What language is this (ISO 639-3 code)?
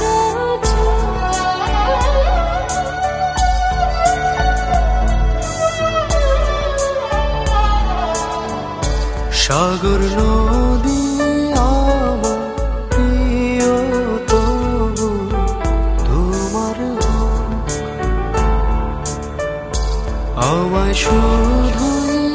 ben